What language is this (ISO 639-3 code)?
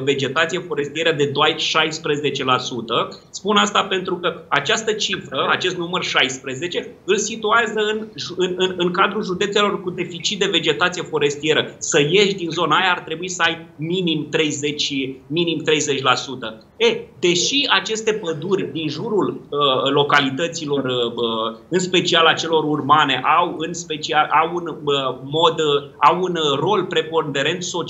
ron